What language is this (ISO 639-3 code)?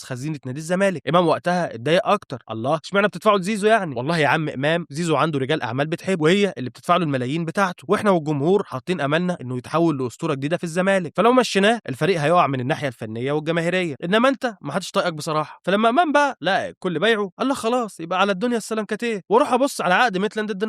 arz